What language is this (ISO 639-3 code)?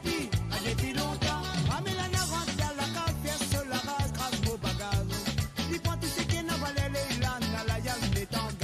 mfe